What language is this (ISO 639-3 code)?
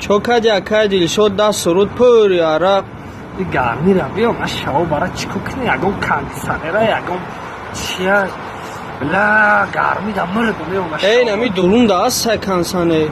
tgk